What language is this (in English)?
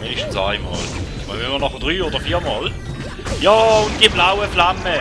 Swiss German